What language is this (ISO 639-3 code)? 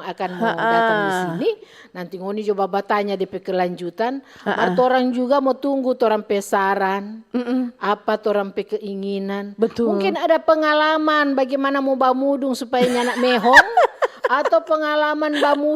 xmm